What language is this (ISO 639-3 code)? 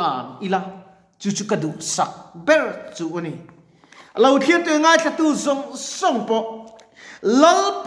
lus